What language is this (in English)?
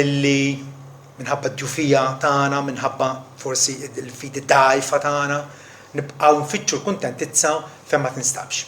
Maltese